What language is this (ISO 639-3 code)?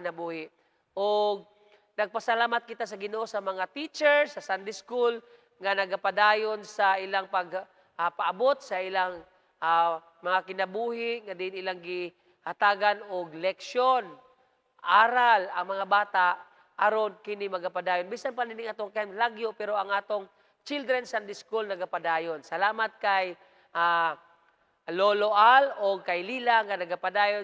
ceb